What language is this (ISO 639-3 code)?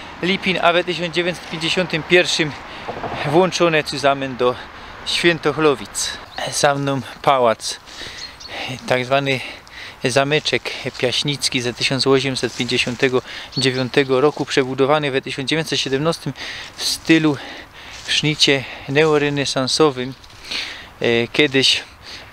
szl